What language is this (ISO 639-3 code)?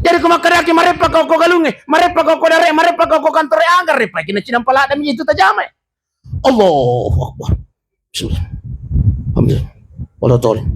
bug